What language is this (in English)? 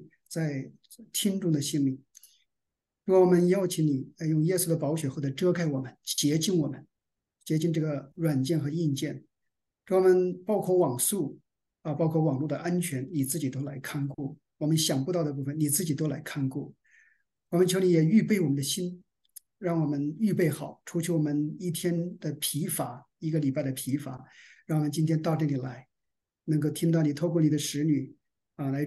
Chinese